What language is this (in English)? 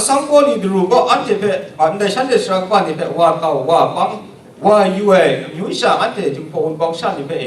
Kachin